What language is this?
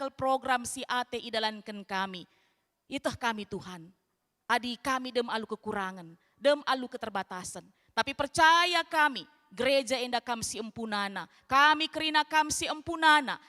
Batak Karo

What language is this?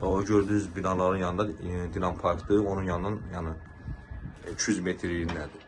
Azerbaijani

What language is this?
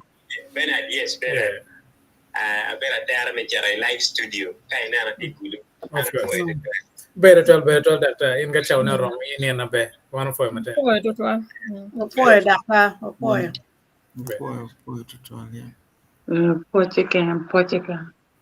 Acoli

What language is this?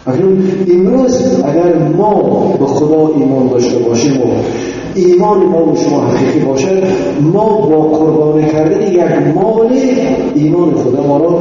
Tajik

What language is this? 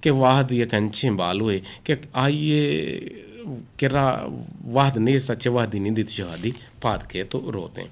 Eastern Balochi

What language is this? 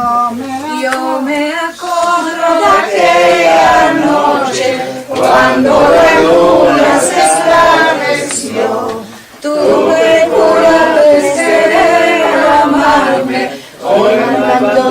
Ladino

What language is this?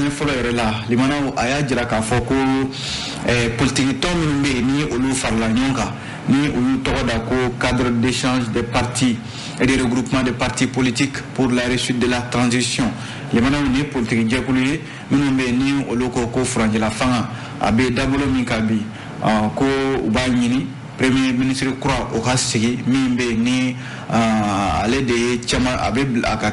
Bambara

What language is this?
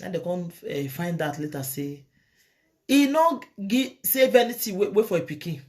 Nigerian Pidgin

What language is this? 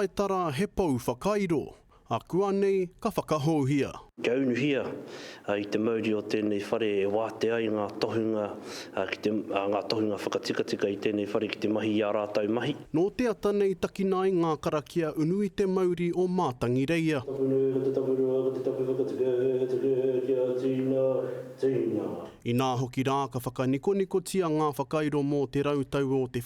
Māori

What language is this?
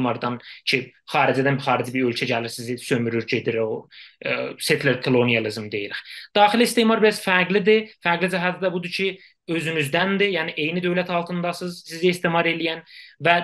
South Azerbaijani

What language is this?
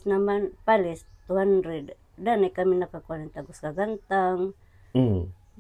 Waray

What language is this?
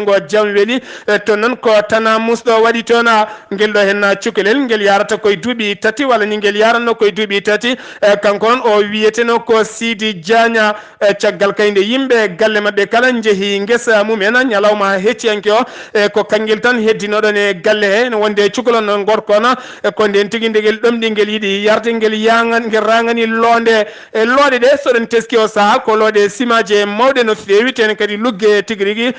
Fula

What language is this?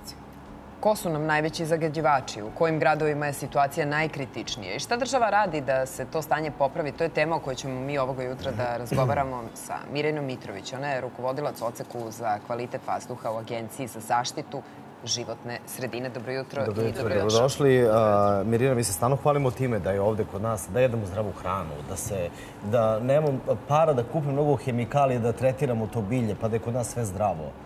Serbian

